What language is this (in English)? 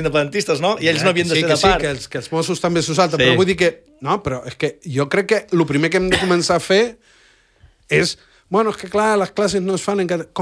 Catalan